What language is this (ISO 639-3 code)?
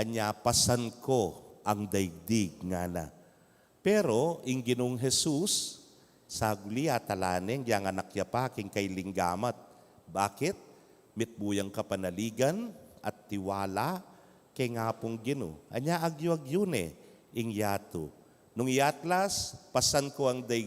pam